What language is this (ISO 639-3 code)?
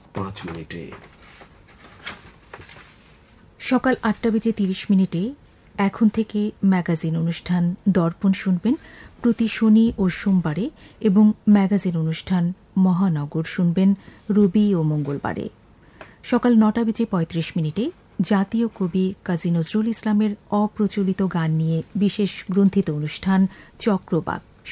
ben